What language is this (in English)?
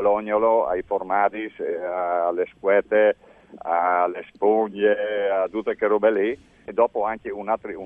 Friulian